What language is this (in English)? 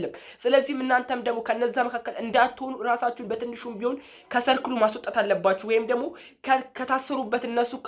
Amharic